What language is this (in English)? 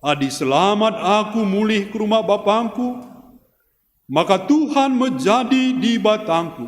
Batak Karo